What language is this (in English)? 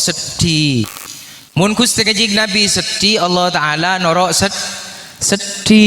Madurese